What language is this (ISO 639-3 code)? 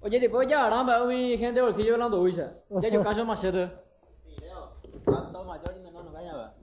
grn